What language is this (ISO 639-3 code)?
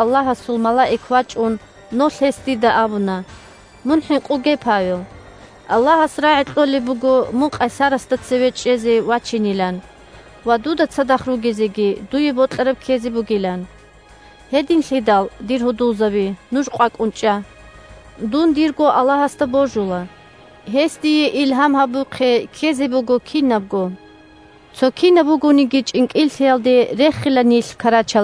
ava